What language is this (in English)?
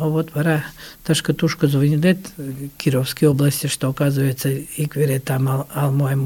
Mari